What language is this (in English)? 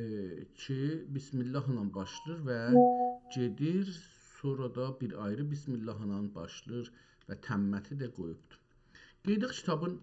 South Azerbaijani